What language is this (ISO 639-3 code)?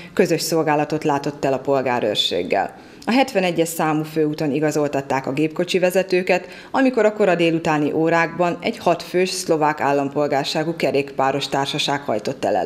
hun